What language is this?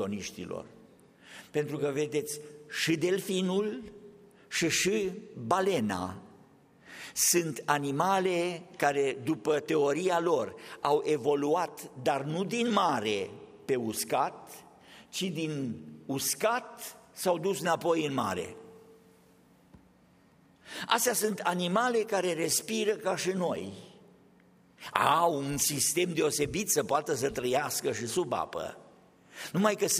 Romanian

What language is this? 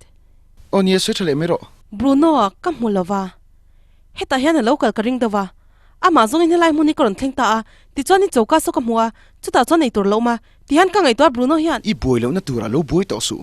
Mizo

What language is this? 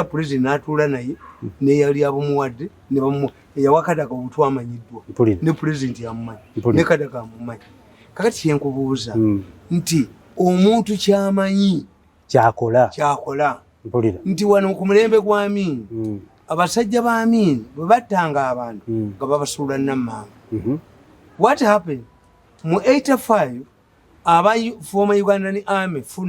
Ganda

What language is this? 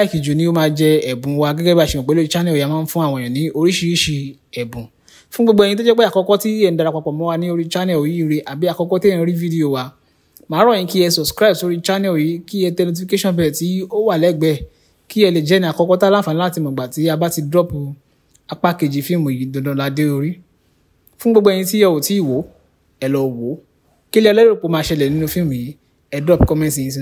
Yoruba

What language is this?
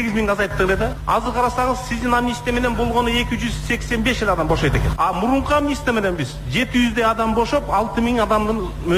Kyrgyz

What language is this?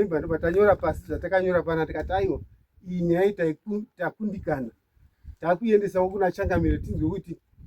Shona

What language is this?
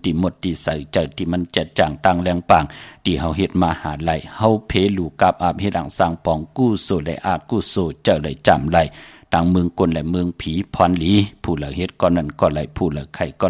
Shan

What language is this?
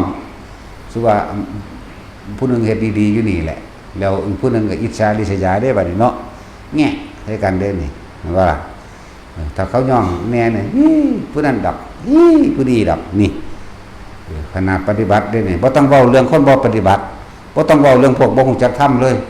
Northeastern Thai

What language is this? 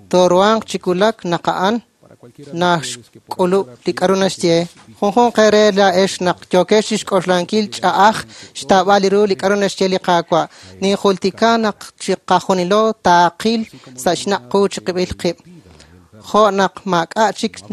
Kekchí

